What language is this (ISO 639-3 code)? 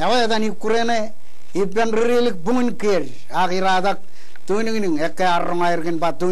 mah